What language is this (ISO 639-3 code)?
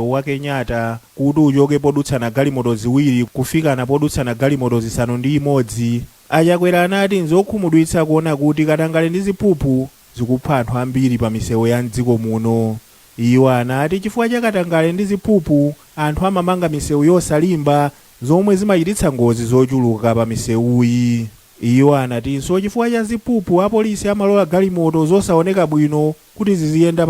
nya